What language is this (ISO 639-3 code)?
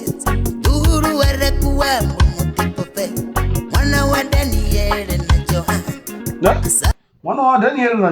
ven